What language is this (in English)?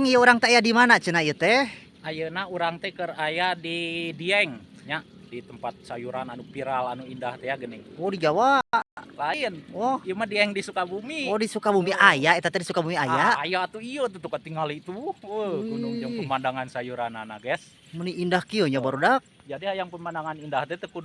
Sundanese